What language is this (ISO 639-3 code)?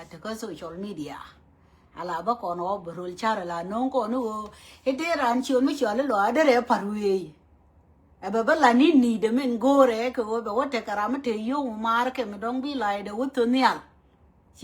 nus